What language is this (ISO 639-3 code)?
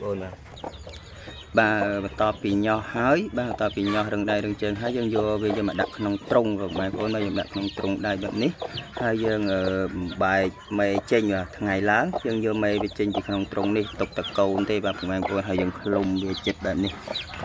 khm